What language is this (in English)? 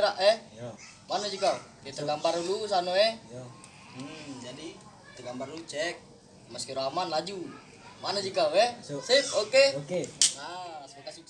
Musi